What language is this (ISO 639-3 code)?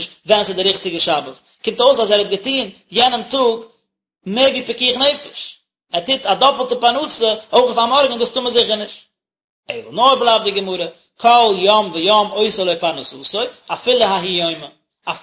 yid